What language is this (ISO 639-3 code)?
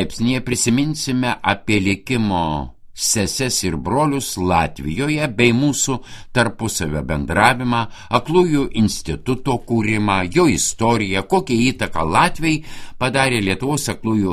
lit